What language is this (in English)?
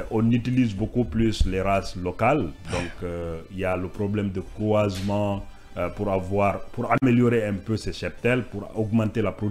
French